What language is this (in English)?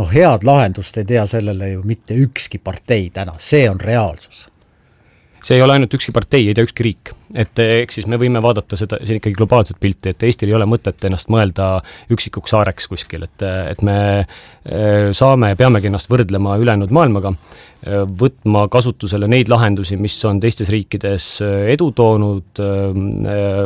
Estonian